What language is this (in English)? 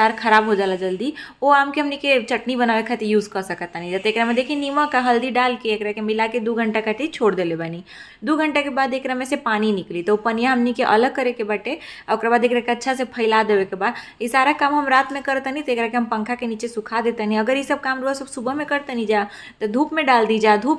Bhojpuri